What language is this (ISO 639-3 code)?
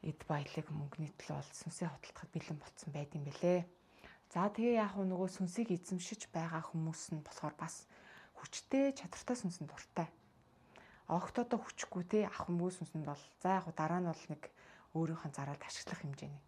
mon